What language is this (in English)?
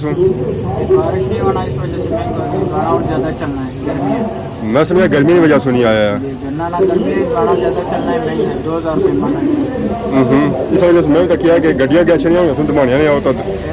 Pahari-Potwari